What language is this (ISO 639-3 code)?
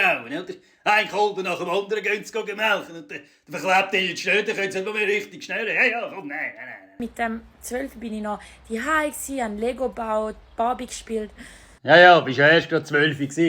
gsw